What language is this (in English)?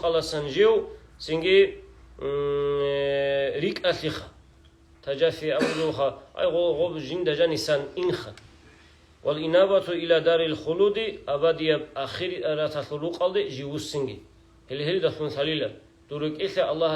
Avaric